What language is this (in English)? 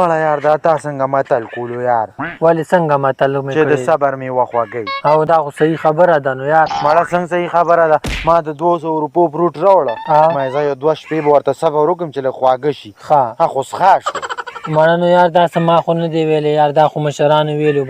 Pashto